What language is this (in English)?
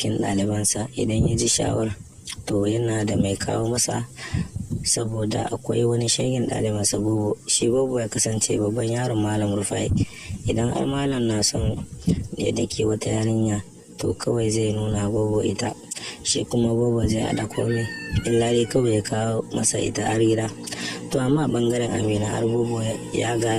Hausa